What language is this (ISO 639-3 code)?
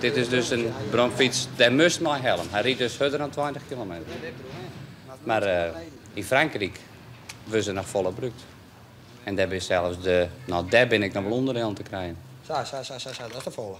fry